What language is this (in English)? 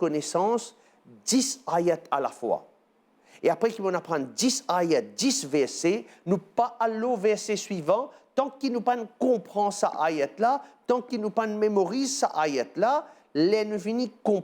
Morisyen